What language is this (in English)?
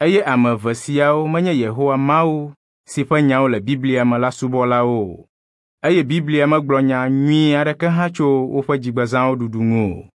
Ewe